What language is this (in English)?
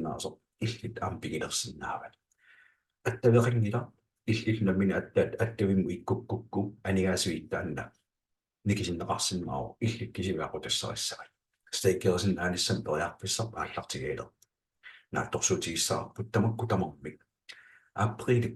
Kalaallisut